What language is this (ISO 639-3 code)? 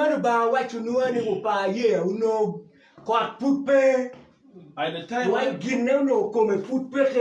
ach